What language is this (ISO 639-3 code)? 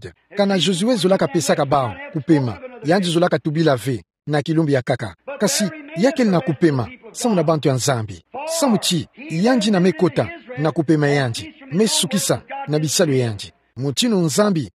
ktu